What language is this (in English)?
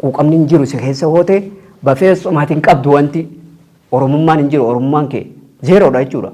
Oromo